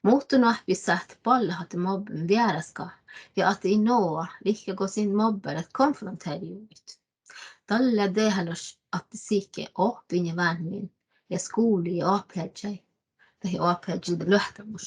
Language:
Northern Sami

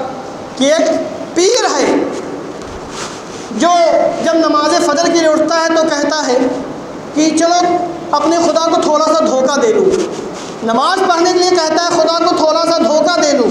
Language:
Urdu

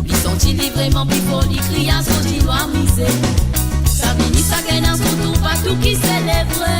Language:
Morisyen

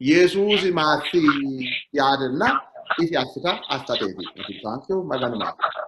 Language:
Sidamo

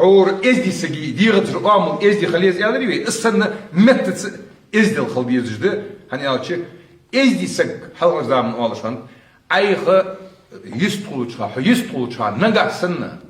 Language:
Ingush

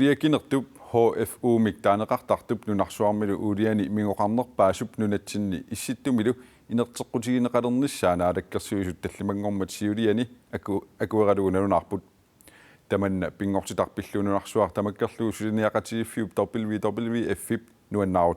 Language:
Kalaallisut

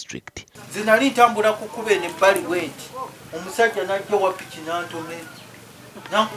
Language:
Nyankole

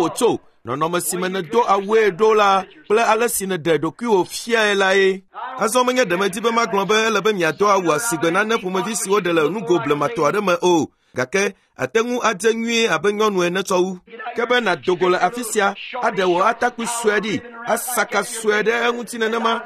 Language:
Ewe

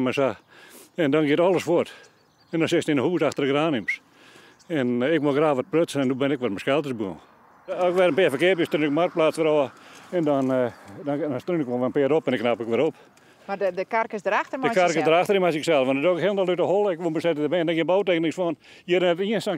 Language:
Western Frisian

